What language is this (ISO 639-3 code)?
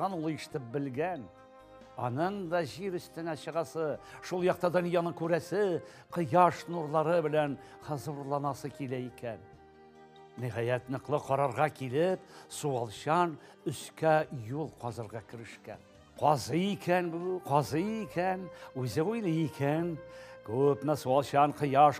tat